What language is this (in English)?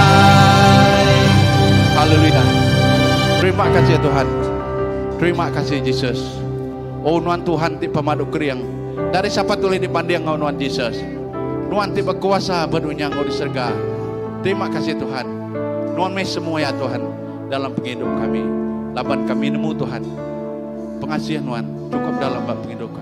Iban